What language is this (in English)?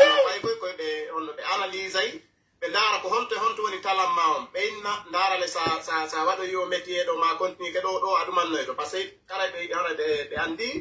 Pular